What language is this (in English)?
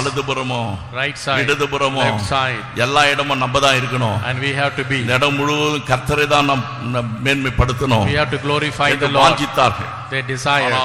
Tamil